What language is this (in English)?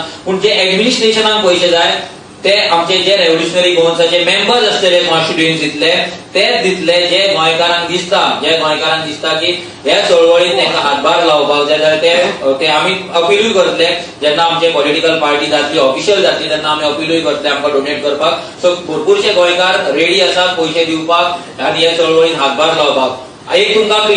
Konkani